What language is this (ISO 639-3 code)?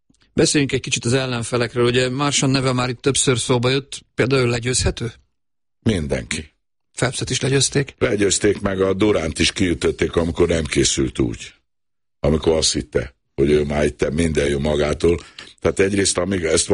hun